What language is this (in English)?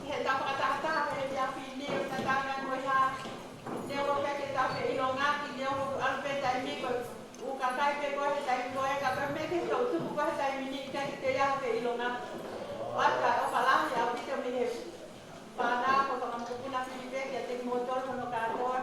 Tongan